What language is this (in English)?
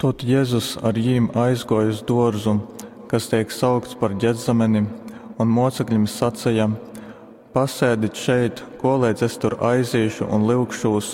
Latgalian